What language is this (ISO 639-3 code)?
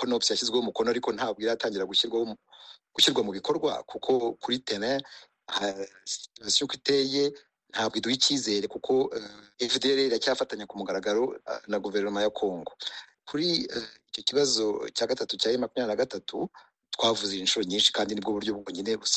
kin